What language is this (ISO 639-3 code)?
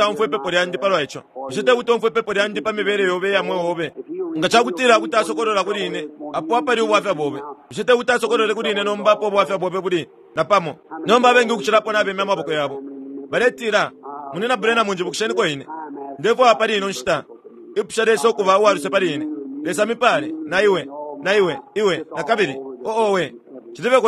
bem